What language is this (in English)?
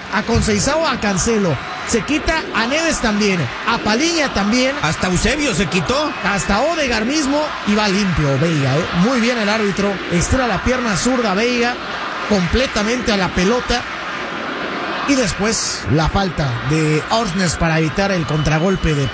Spanish